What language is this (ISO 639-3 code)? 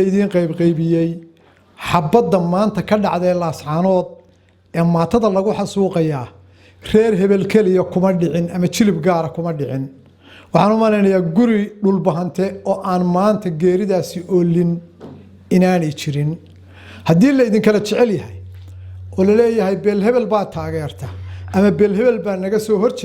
som